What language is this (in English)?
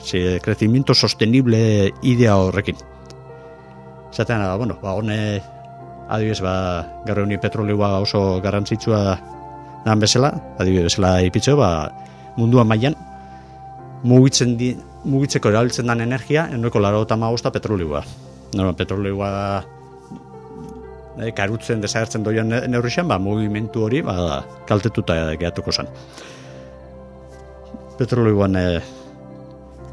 Basque